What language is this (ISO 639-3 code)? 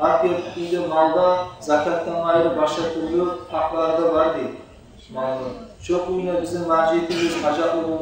kum